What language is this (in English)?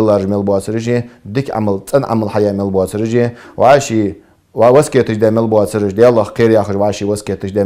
Ingush